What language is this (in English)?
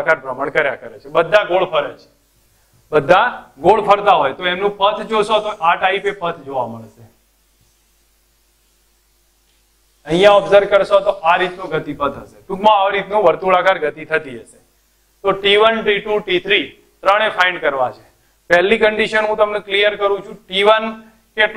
Gujarati